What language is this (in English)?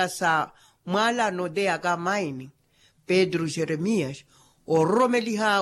Makhuwa